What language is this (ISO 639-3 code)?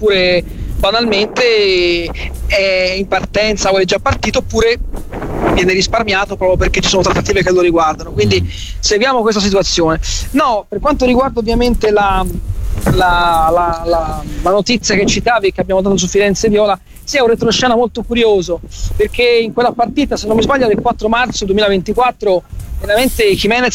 ita